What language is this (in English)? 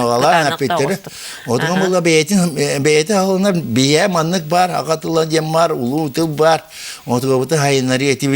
Yakut